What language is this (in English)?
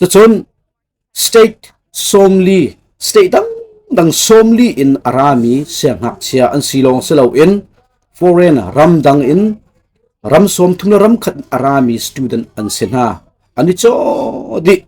Hakha Chin